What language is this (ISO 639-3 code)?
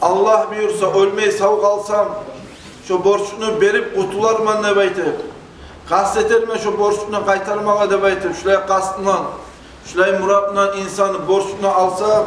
kum